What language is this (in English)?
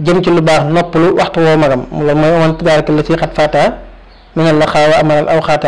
Wolof